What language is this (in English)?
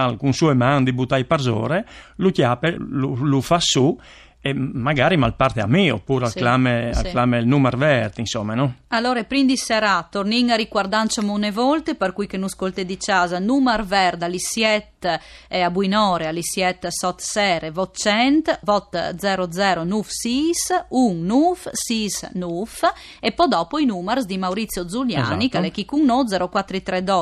Friulian